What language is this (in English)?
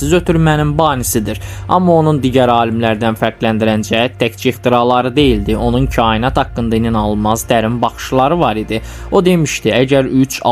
Azerbaijani